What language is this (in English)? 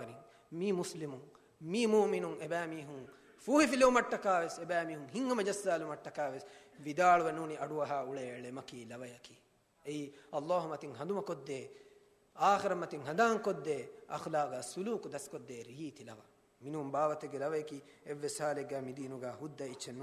Divehi